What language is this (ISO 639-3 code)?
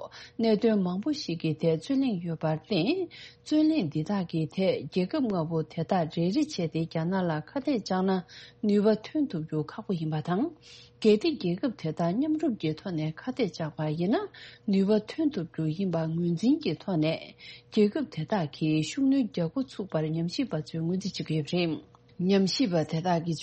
bod